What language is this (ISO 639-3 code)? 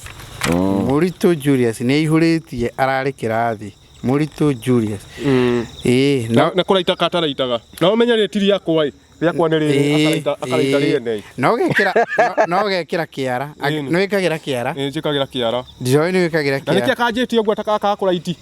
kik